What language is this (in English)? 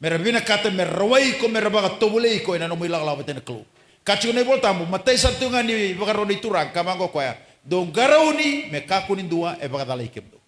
Fijian